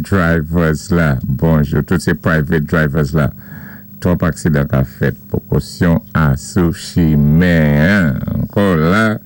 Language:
Saint Lucian Creole French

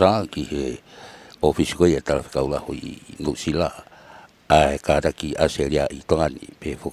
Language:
Tongan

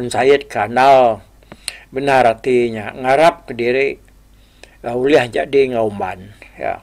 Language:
Iban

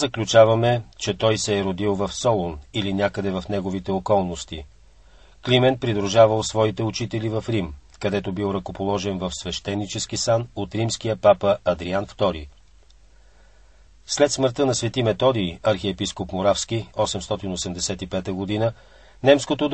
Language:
Bulgarian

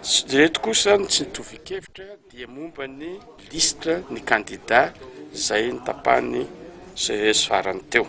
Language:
Malagasy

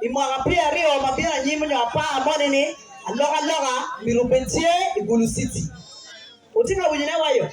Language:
Acoli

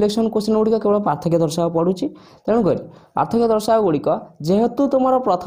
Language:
Odia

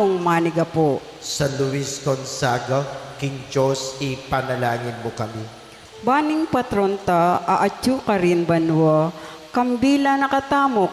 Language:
Pampanga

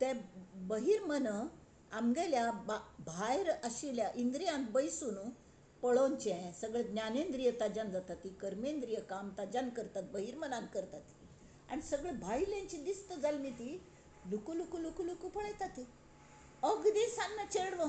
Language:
Konkani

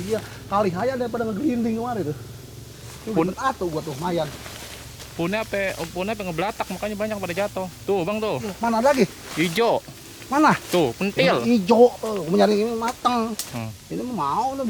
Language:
Betawi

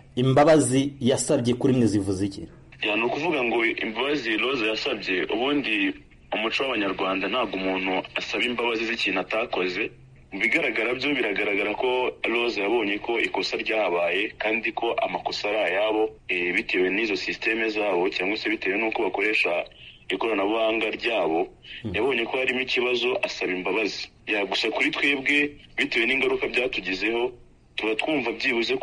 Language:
Kinyarwanda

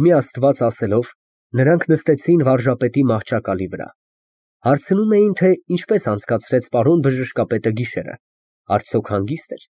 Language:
Armenian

